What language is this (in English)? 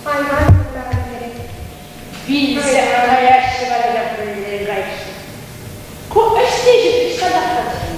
Chuvash